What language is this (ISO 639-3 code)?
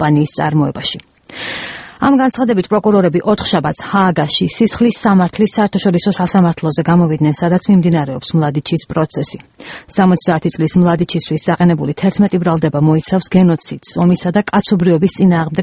kat